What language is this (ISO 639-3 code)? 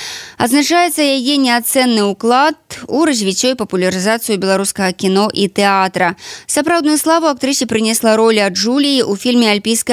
bel